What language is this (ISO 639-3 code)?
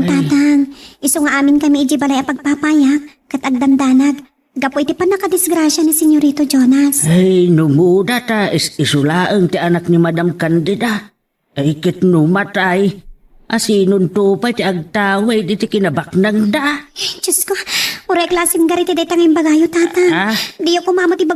ilo